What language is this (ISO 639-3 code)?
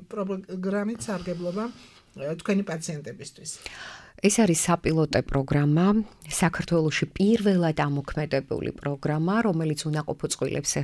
kat